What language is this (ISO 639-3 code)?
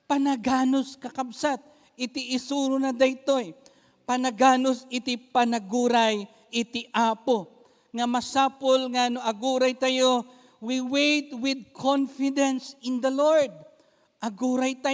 ilo